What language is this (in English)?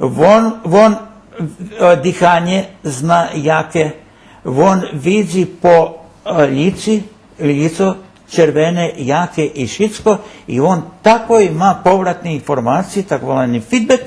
Rusyn